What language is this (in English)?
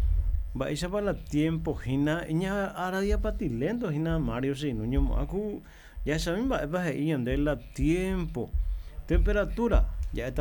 Guarani